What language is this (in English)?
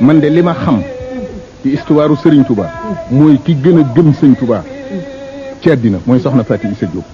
Wolof